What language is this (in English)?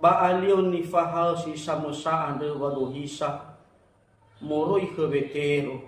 Nias